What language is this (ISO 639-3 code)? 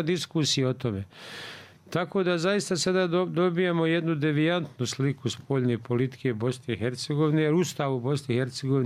bos